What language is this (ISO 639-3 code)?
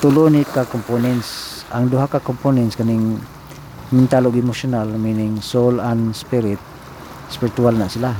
ceb